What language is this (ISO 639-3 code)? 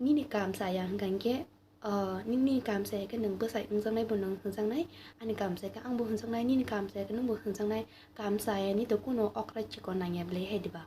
trp